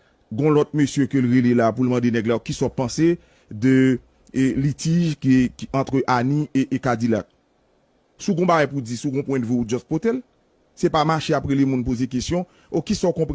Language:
Haitian Creole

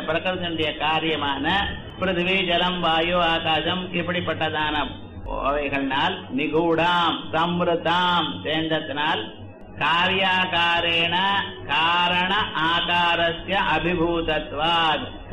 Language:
Tamil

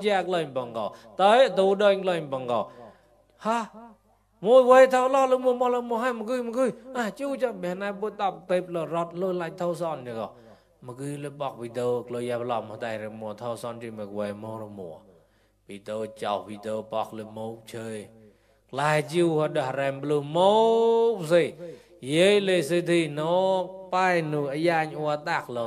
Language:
Mon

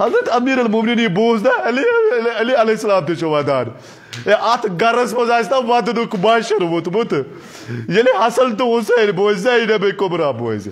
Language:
Kashmiri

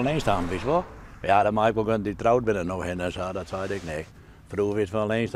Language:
Western Frisian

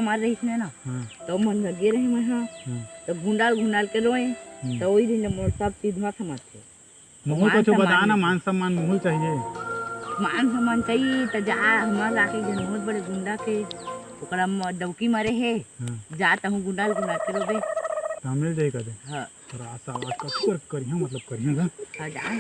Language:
Chhattisgarhi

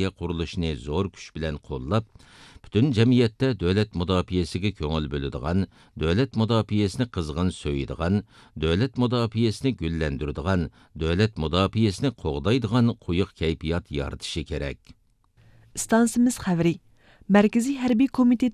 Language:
Uyghur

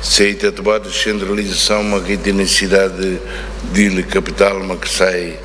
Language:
Tetum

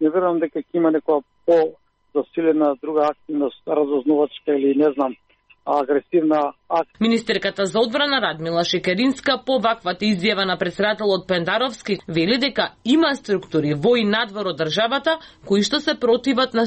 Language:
Macedonian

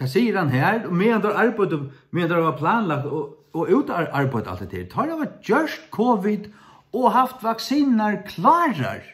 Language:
Faroese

